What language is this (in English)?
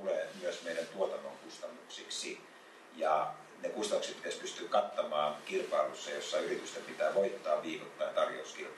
Finnish